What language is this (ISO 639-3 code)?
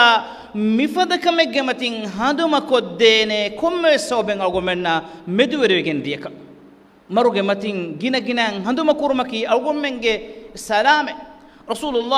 div